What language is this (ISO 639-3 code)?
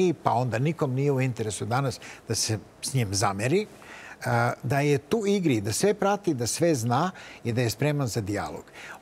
srp